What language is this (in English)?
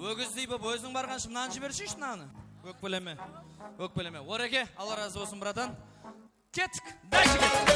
Kara-Kalpak